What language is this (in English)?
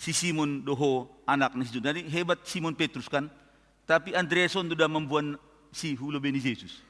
Batak Simalungun